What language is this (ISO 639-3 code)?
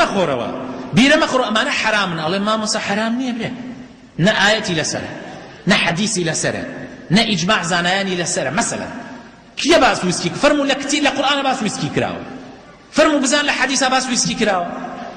ckb